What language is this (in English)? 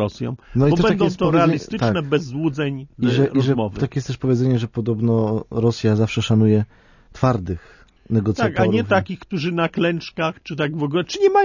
Polish